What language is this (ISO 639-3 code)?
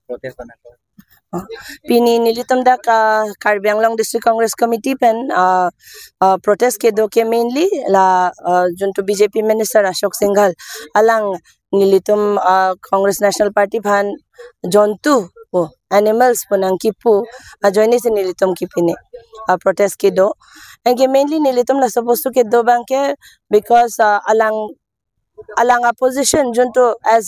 mjw